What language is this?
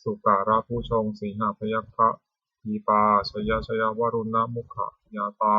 Pali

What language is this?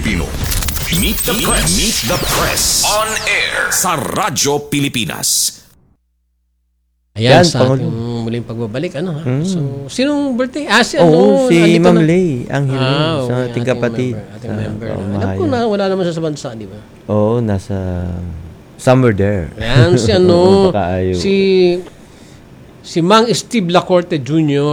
Filipino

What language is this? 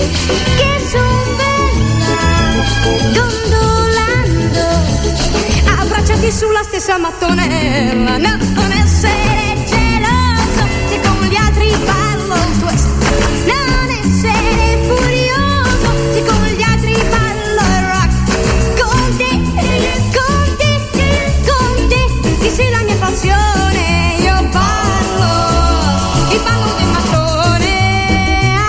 Italian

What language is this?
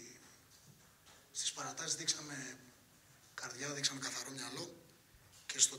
Greek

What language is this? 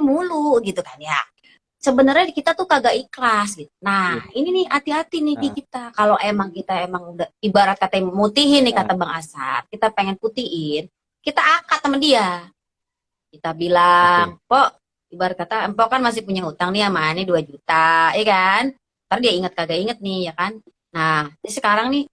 Betawi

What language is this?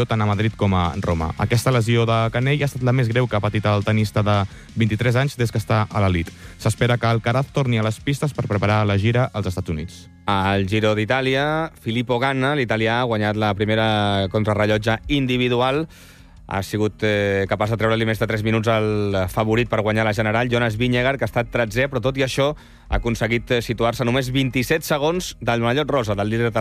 Catalan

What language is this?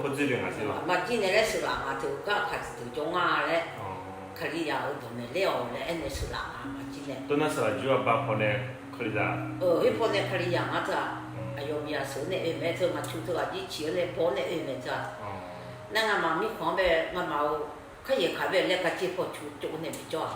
Akha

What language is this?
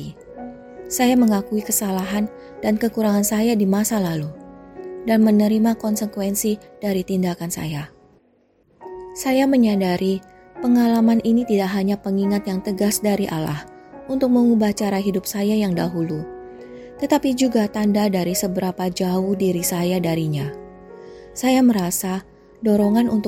Indonesian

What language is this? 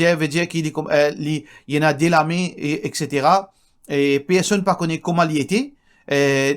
Morisyen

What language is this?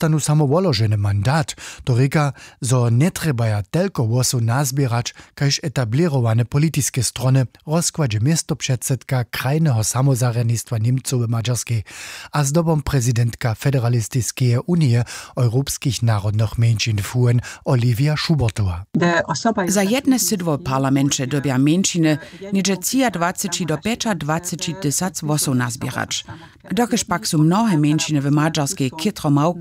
Upper Sorbian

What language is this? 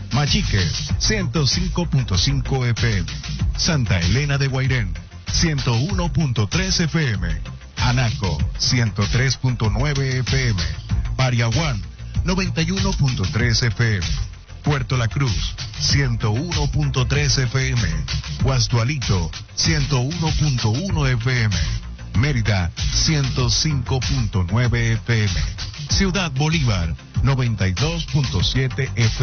Spanish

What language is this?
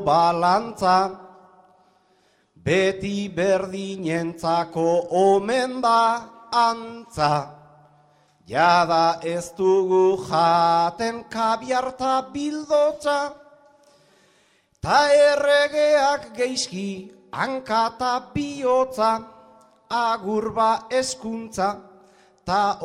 Basque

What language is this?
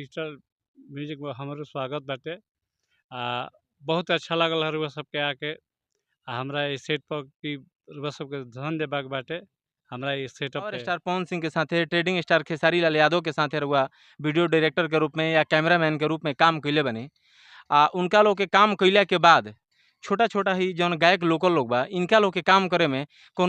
Bhojpuri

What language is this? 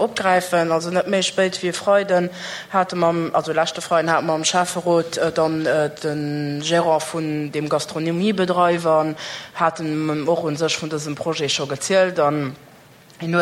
Luxembourgish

